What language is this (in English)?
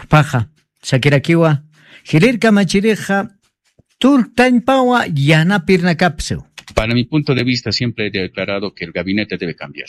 Aymara